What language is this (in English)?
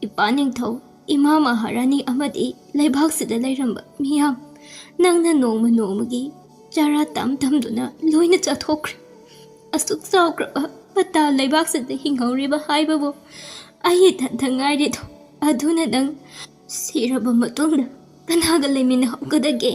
Manipuri